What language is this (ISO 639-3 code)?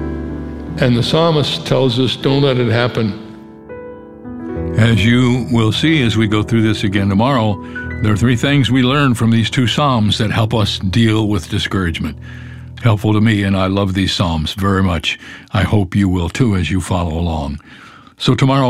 eng